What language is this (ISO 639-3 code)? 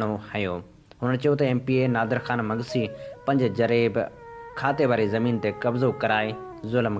snd